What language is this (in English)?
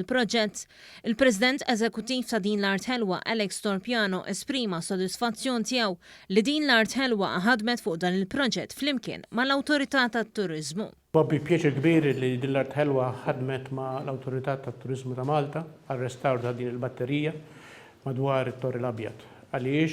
Maltese